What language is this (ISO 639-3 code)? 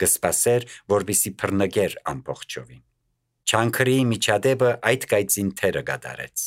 hye